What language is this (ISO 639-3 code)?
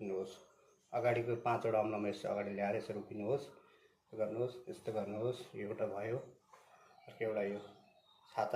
nep